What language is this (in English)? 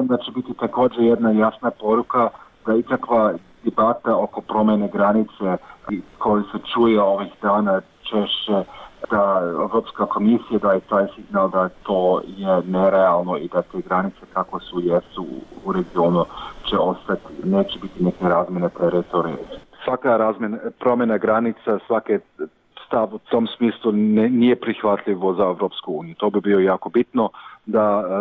Serbian